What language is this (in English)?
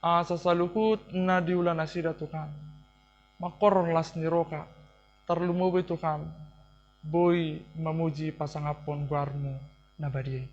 Batak Toba